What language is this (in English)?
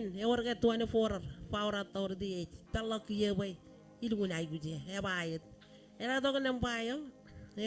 Marshallese